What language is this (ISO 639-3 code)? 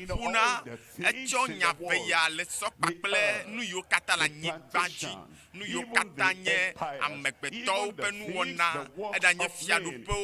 ewe